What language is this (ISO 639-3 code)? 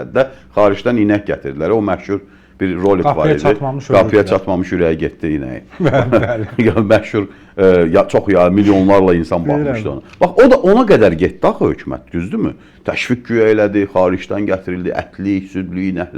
aze